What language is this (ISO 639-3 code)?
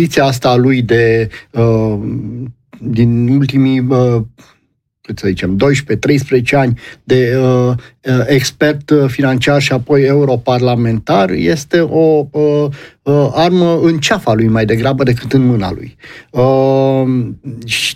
ron